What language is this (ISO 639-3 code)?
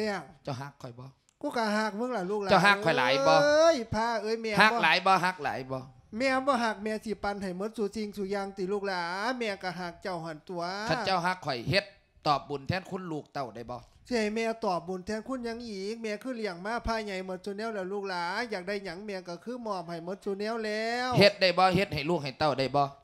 lao